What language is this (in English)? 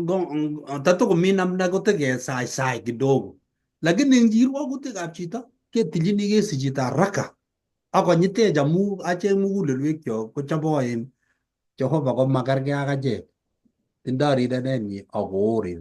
Kalenjin